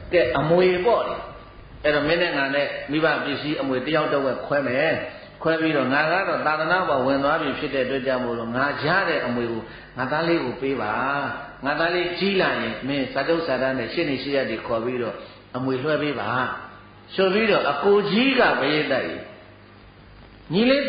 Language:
Burmese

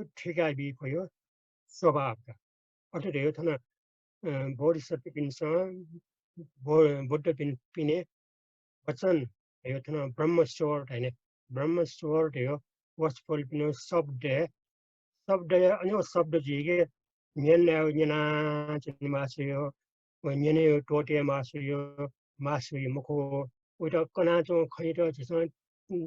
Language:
Newari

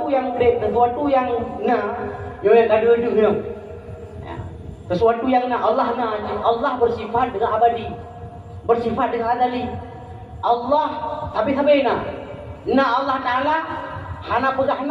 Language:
Achinese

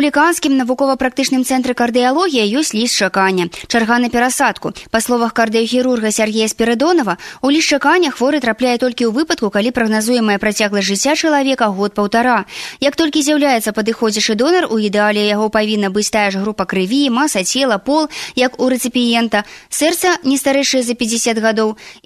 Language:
Belarusian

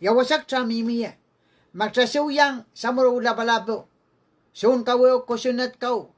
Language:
Pohnpeian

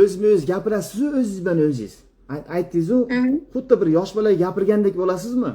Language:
Uzbek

